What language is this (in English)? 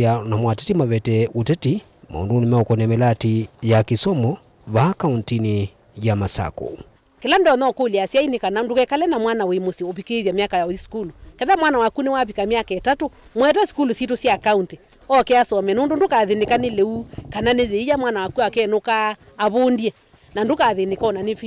Kamba